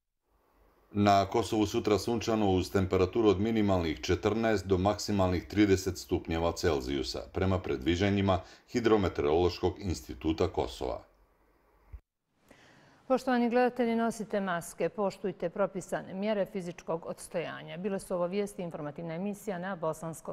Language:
Bosnian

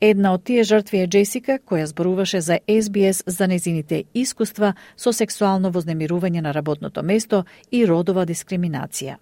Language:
Macedonian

